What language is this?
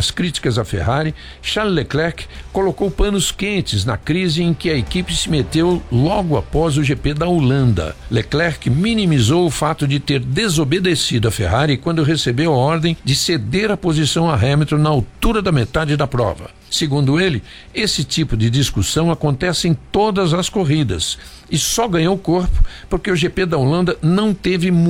Portuguese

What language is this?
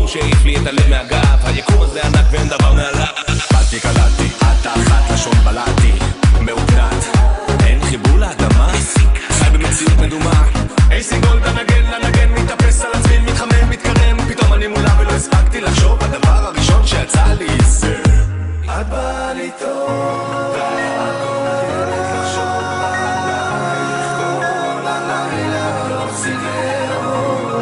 Hebrew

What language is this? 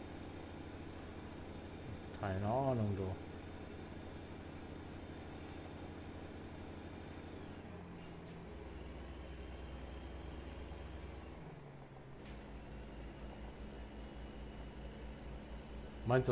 German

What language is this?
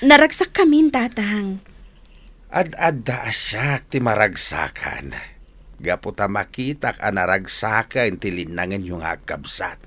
Iloko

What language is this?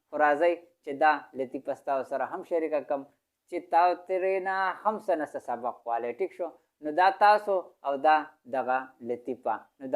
Pashto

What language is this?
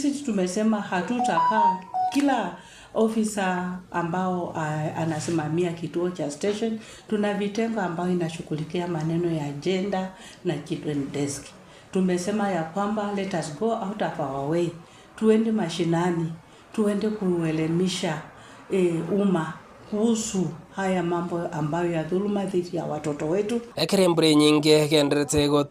Gusii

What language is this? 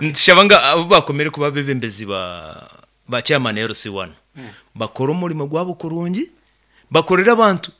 Nyankole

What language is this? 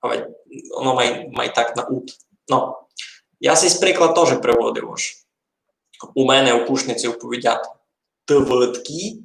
Rusyn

